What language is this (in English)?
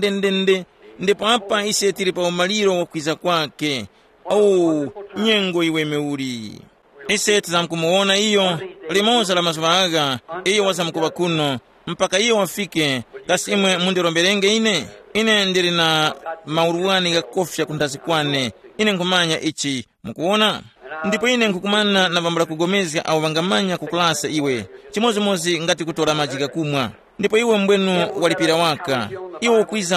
Tumbuka